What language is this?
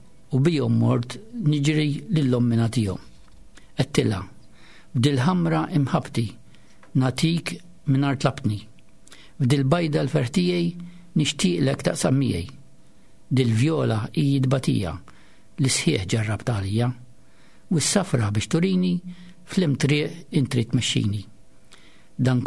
Maltese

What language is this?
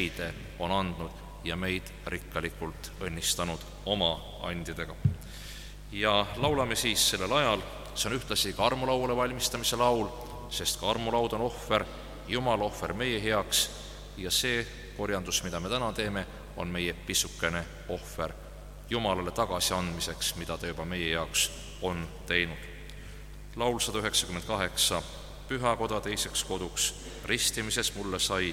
Estonian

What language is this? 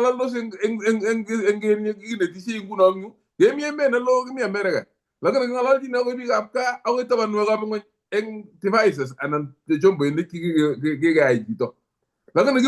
Kalenjin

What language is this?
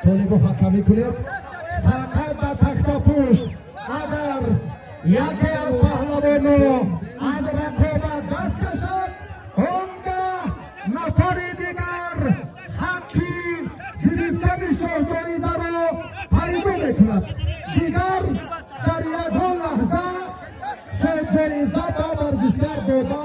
Tajik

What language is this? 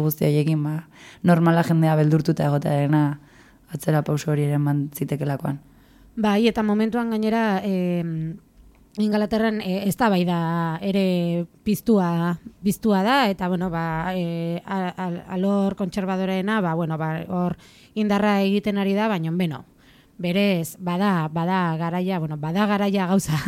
Basque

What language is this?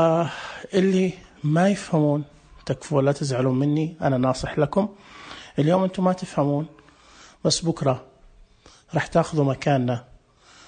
Najdi Arabic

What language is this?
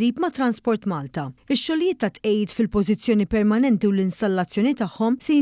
Maltese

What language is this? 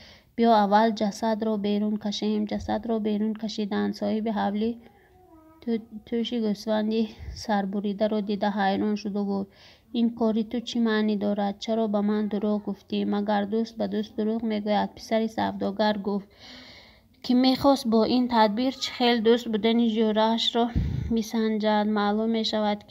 Tajik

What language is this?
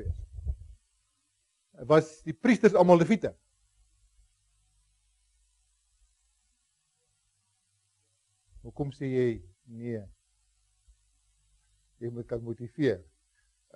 Afrikaans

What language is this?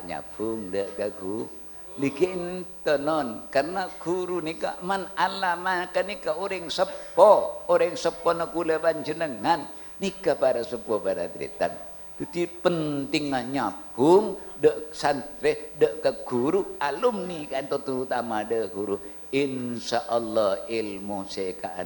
Madurese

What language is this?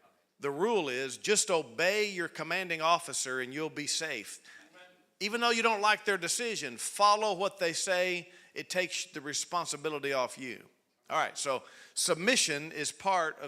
English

